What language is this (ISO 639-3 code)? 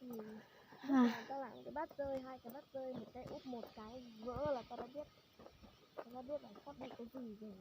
hmn